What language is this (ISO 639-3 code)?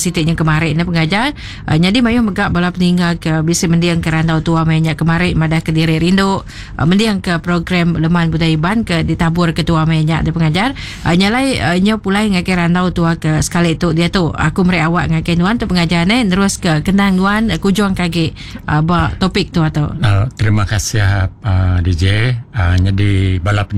iba